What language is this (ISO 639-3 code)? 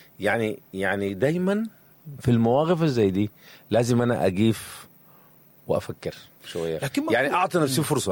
apd